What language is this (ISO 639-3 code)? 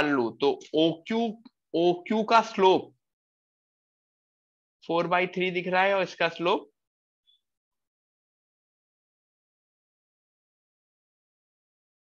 hin